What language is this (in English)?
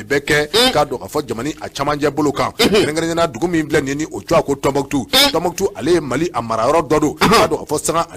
Bambara